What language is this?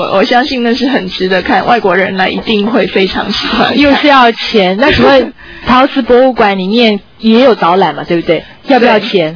Chinese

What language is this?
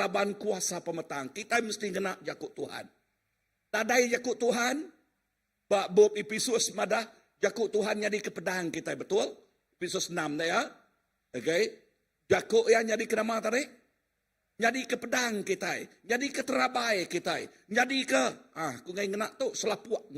Iban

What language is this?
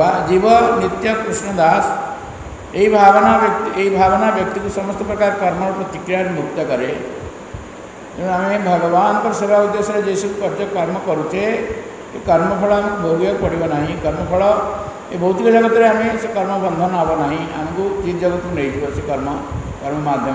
Odia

